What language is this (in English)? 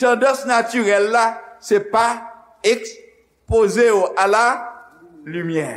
Haitian Creole